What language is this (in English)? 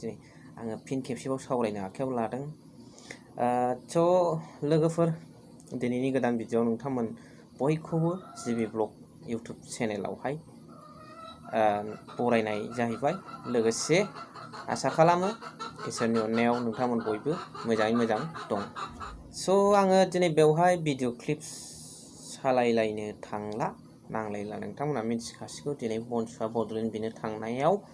Bodo